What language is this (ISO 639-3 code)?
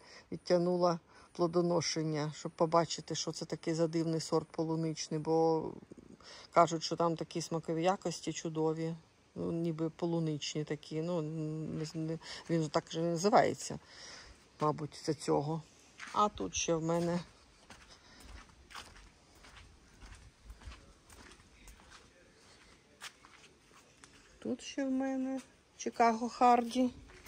ukr